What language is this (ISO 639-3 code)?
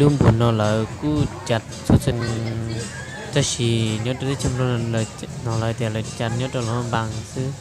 hmn